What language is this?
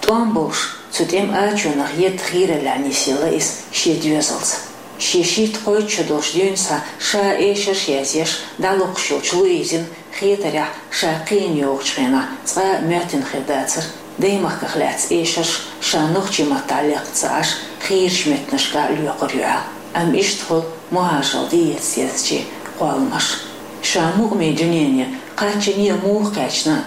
Chechen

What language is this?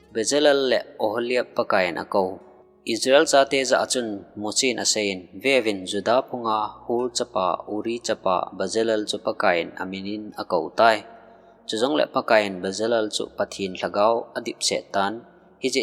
Thado Chin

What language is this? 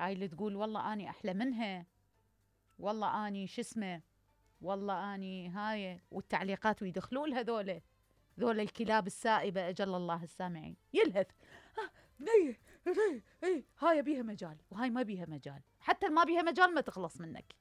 Mesopotamian Arabic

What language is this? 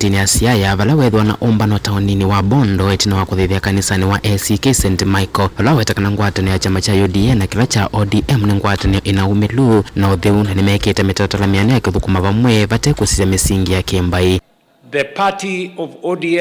Kamba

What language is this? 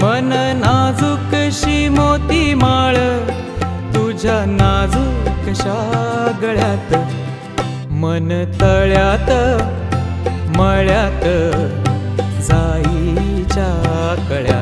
Marathi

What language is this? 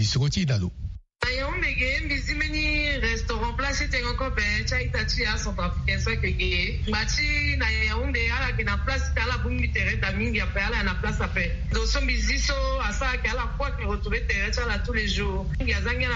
Sango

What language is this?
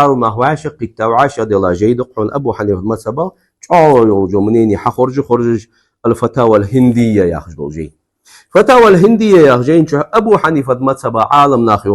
Ingush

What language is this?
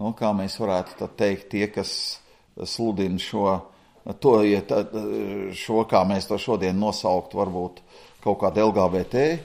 Latvian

